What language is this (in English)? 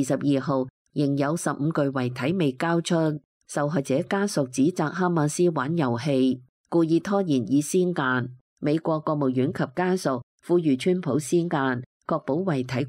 Cantonese